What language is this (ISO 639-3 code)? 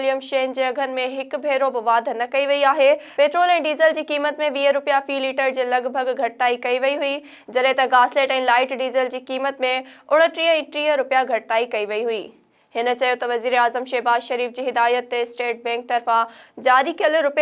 snd